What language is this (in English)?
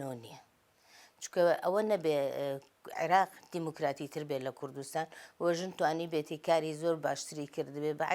Central Kurdish